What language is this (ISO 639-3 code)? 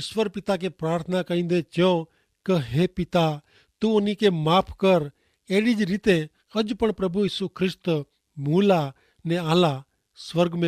kfr